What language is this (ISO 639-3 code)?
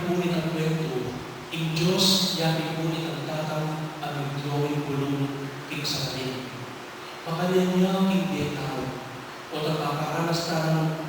pam